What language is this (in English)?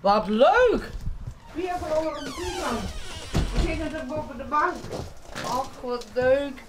Western Frisian